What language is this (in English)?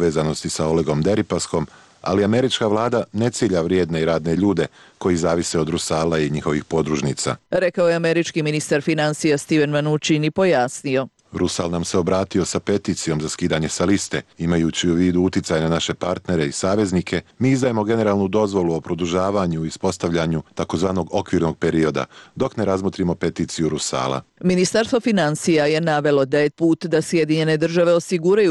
Serbian